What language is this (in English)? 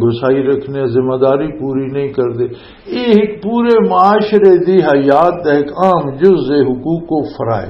Western Panjabi